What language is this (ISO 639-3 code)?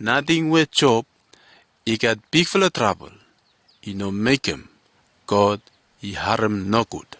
bis